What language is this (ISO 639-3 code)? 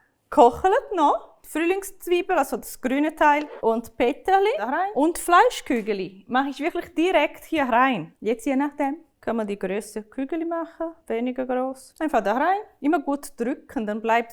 gsw